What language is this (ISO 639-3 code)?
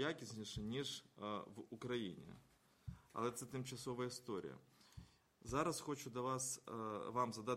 ukr